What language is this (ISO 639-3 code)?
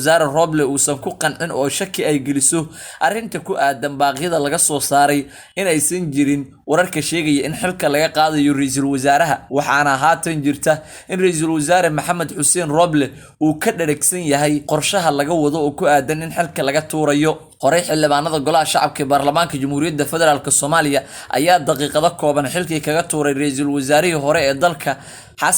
som